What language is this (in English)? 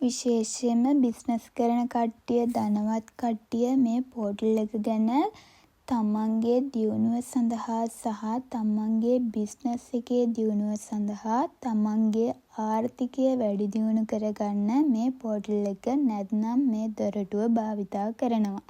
Sinhala